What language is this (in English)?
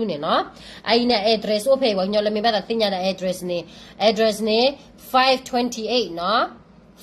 S'gaw Karen